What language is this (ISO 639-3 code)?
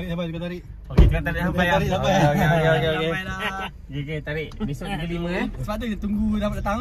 msa